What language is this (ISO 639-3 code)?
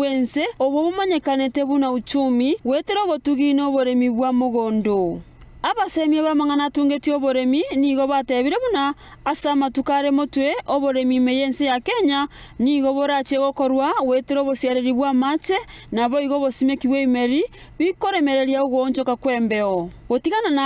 guz